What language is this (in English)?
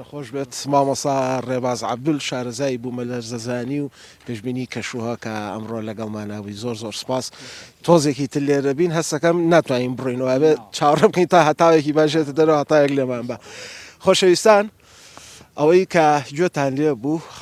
Central Kurdish